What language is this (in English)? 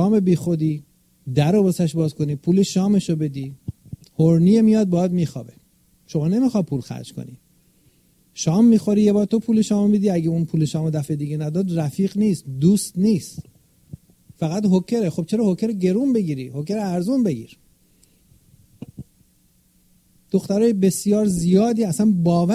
Persian